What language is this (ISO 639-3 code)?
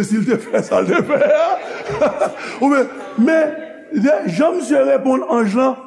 hat